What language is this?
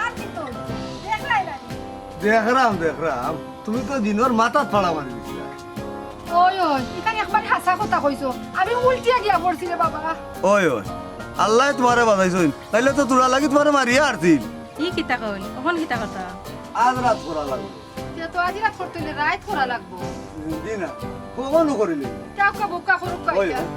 Sylheti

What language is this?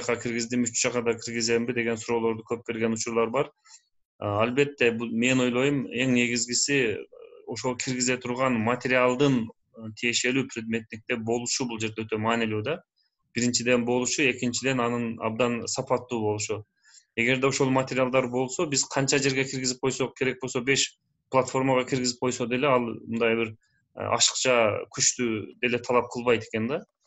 Kyrgyz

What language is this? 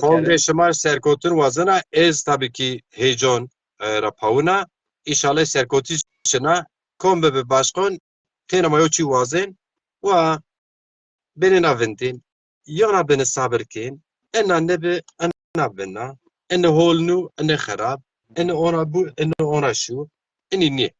Zaza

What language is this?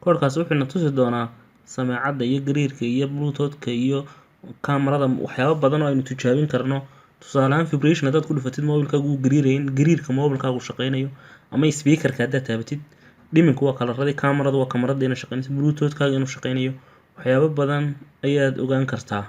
Somali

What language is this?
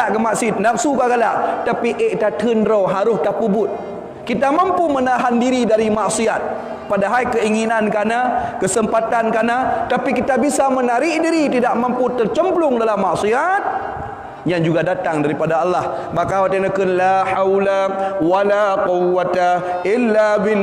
Achinese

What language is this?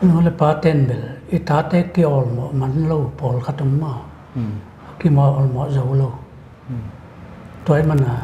Paite Chin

